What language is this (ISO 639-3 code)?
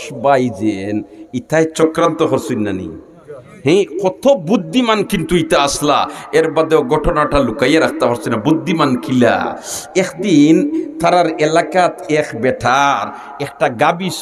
syl